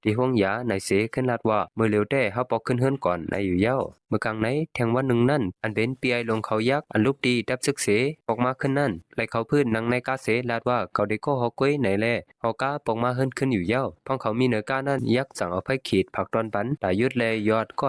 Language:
Shan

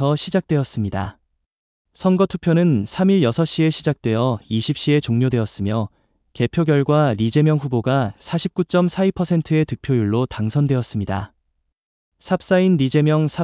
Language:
Korean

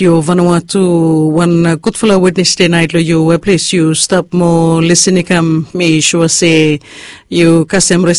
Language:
Bislama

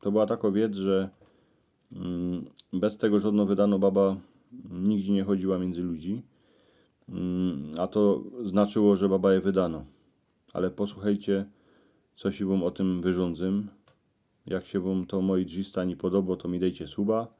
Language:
Silesian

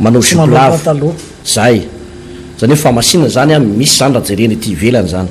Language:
Malagasy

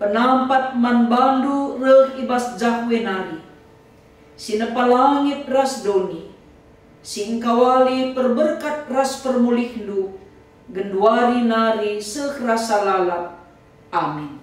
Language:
Batak Karo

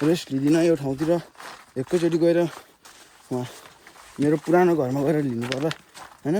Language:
Nepali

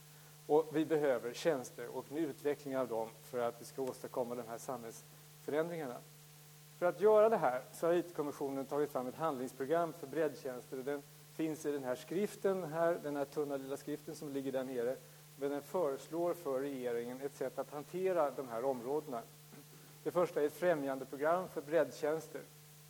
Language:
Swedish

